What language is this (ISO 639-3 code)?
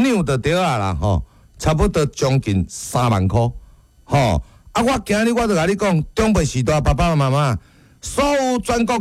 nan